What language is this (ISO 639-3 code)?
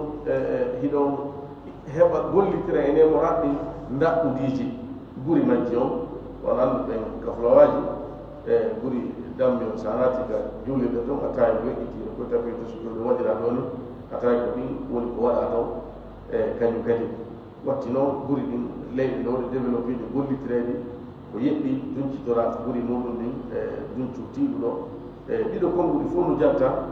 ful